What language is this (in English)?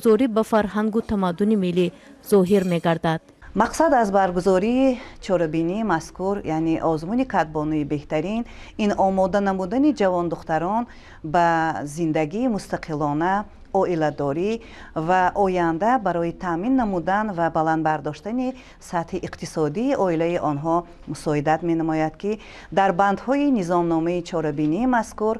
Tajik